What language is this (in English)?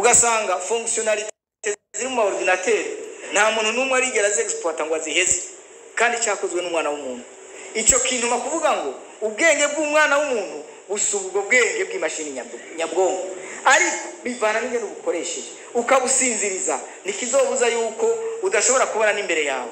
Rundi